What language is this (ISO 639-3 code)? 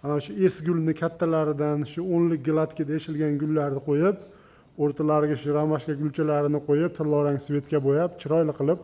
uzb